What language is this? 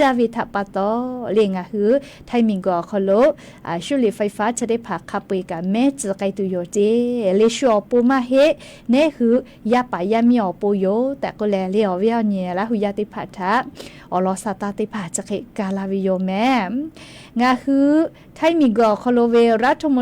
Lahu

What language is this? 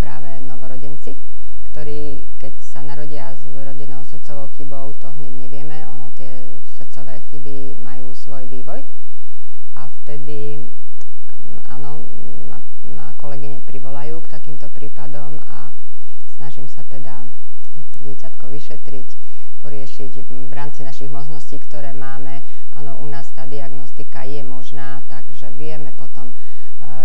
Slovak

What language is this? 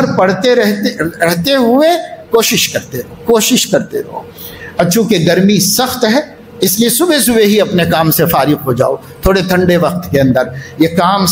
Urdu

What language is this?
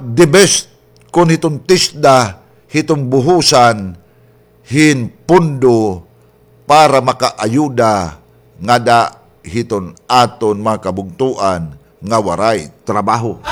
Waray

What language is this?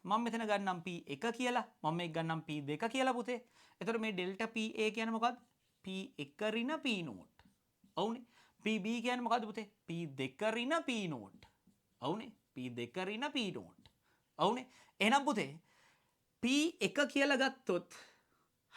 Sinhala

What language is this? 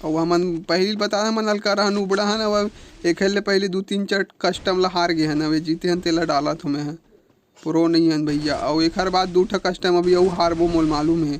Chhattisgarhi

